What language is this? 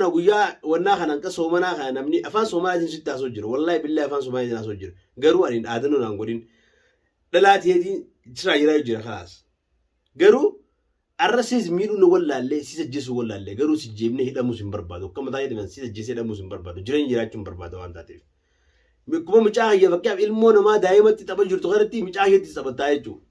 Oromo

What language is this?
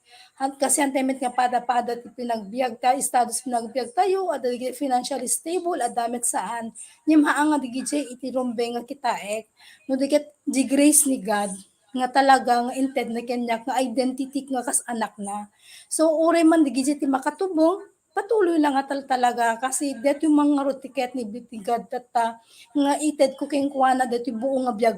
Iloko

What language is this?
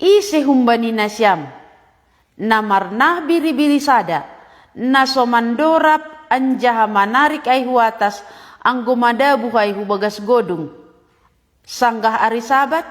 Batak Simalungun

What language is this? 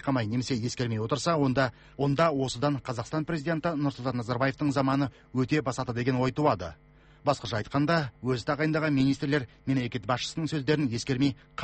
Kazakh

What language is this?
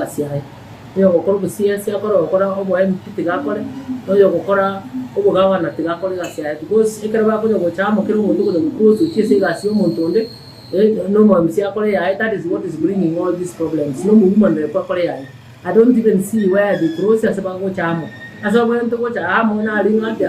Gusii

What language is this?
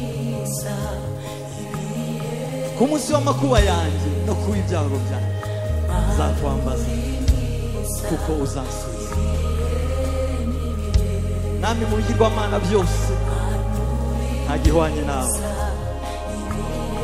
Kinyarwanda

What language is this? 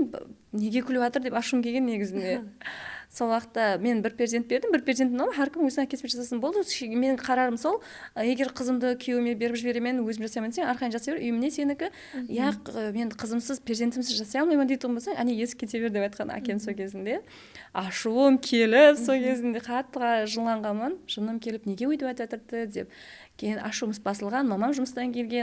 Kara-Kalpak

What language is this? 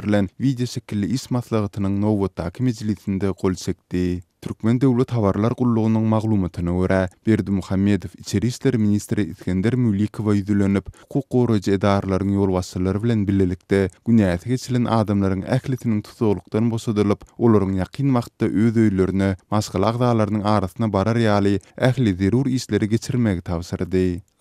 Turkmen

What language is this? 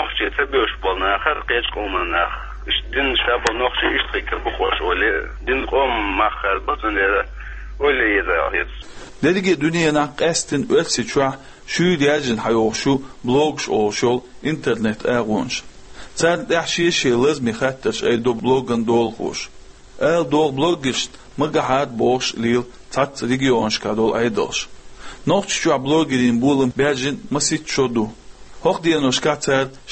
Chechen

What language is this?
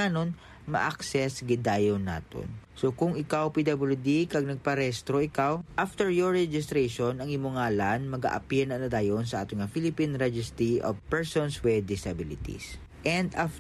Hiligaynon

